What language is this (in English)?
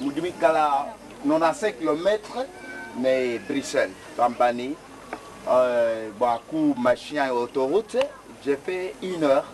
Luba-Lulua